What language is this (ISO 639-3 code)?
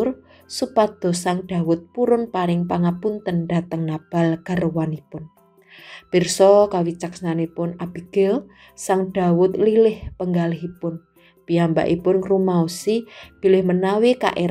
jav